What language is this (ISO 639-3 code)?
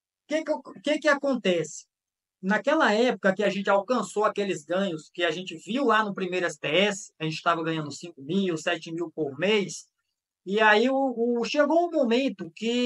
por